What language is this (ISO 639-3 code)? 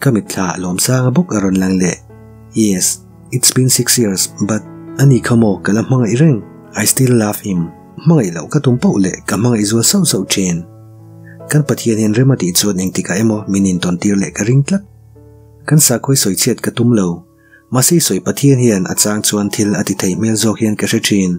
lus